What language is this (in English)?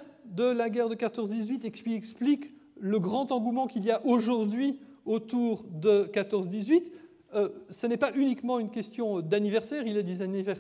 French